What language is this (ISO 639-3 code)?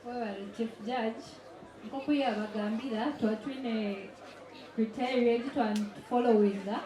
nyn